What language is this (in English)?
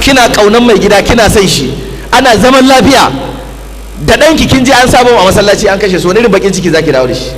Hausa